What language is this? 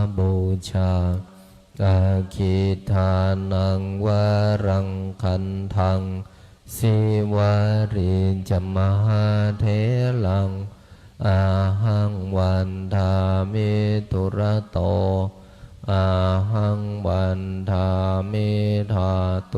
Pali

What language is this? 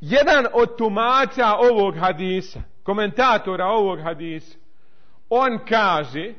Bosnian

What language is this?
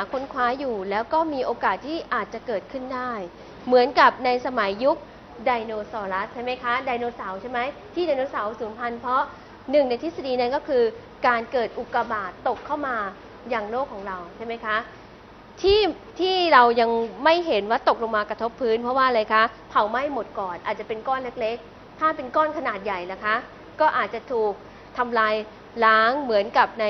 Thai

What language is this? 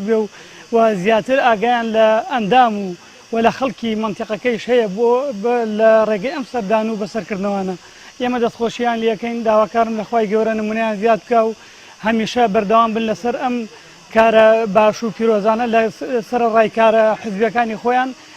Central Kurdish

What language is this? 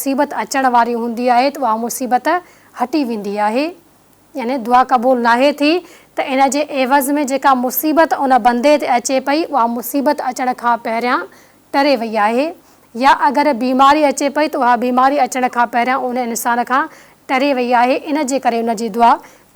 Sindhi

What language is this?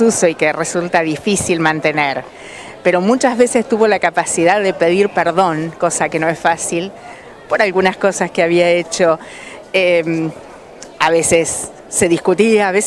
Spanish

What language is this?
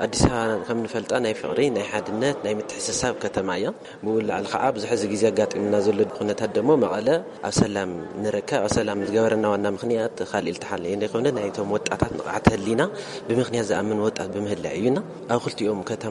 Tigrinya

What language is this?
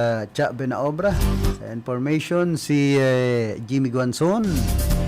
Bikol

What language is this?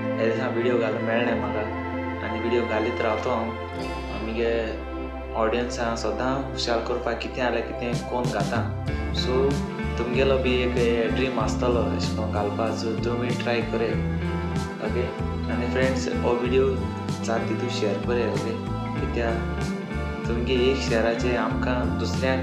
Konkani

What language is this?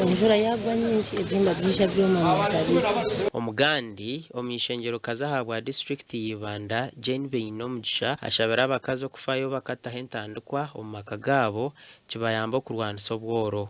Nyankole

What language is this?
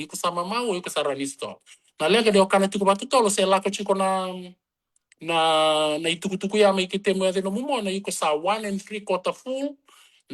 Fijian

